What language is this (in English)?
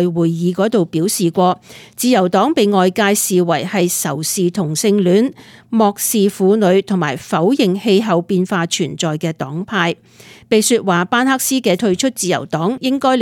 Cantonese